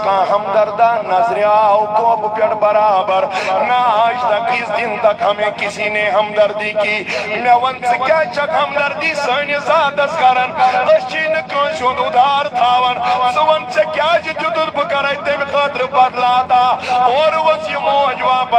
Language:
Kashmiri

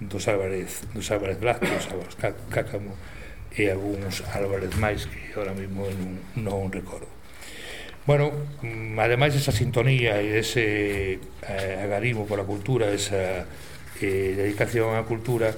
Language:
Galician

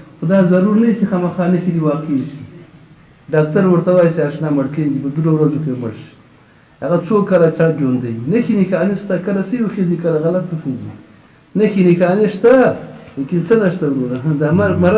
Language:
Pashto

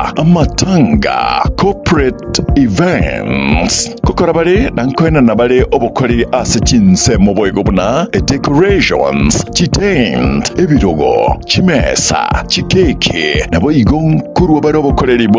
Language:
Gusii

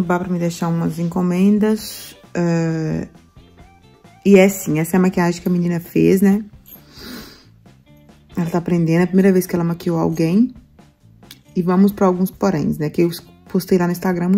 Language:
Portuguese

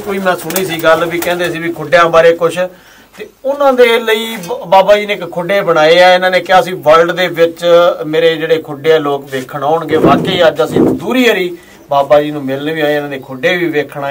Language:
Punjabi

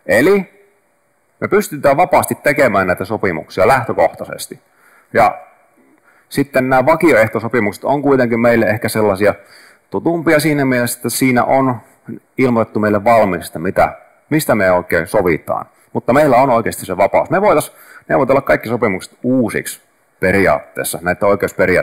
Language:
Finnish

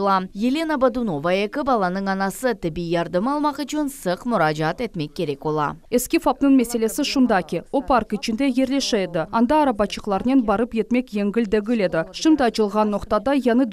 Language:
Crimean Tatar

